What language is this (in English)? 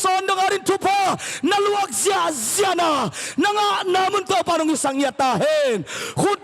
Tedim Chin